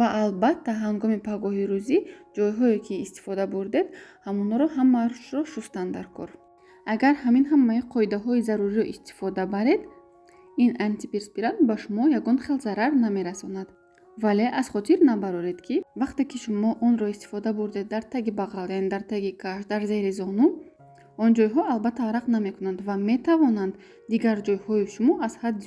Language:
Tajik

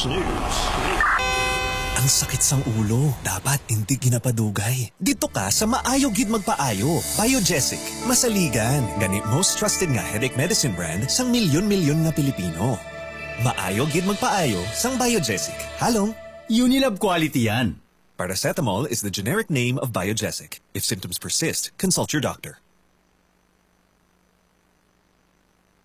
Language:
Hiligaynon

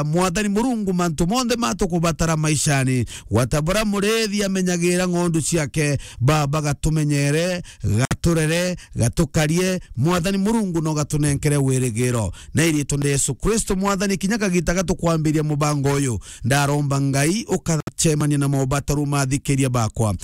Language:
Meru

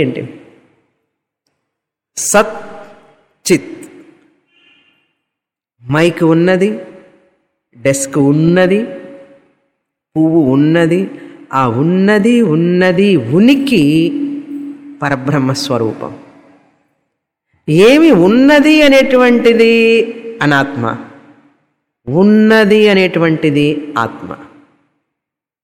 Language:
Telugu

